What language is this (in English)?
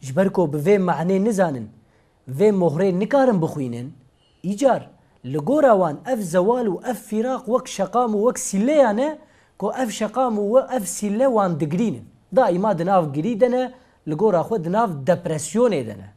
Kurdish